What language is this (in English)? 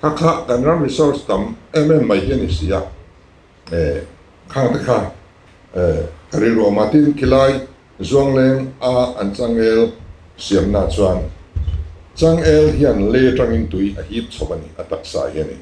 Mizo